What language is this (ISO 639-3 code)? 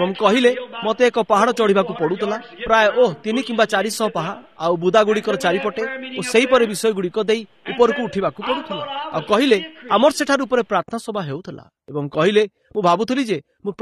ori